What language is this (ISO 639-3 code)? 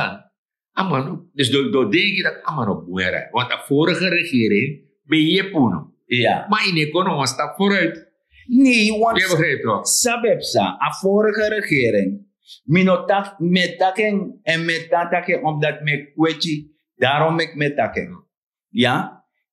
srn